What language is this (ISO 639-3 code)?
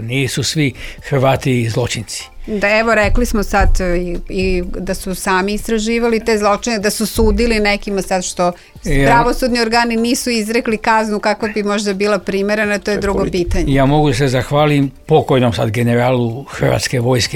srp